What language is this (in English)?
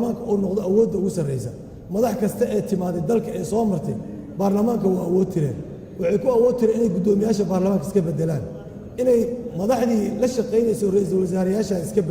Somali